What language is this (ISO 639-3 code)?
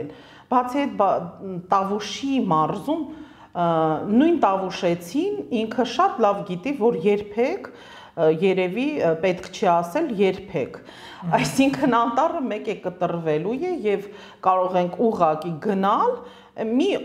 hye